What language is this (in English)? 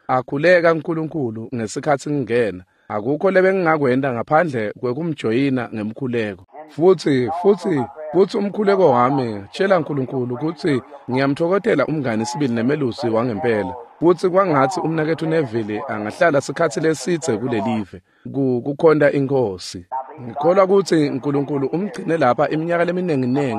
Swati